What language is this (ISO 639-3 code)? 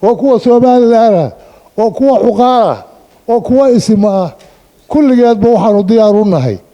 som